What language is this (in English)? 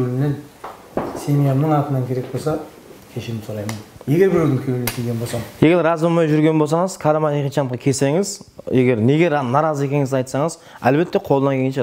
Kara-Kalpak